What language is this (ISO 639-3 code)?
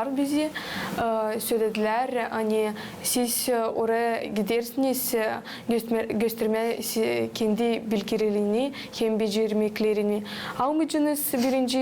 gag